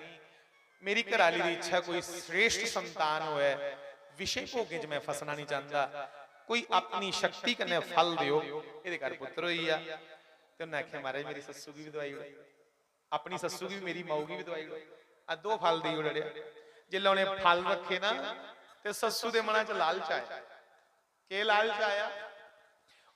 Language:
Dogri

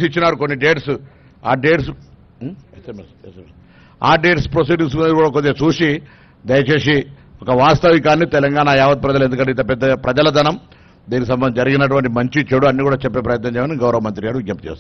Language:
Telugu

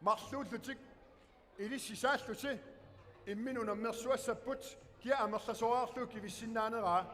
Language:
Kalaallisut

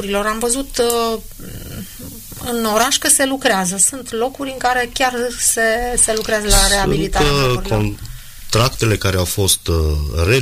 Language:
Romanian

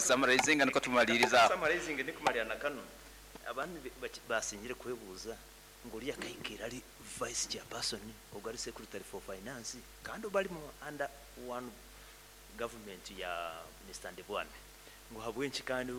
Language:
Nyankole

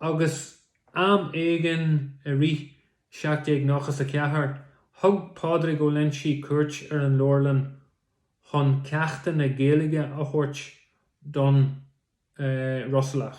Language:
Irish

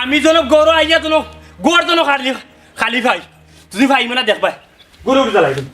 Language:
Sylheti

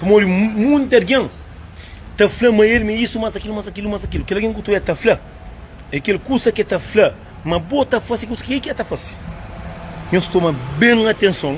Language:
Kabuverdianu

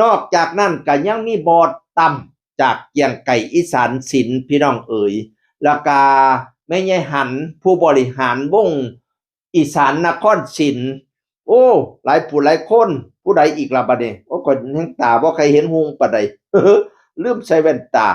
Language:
Northeastern Thai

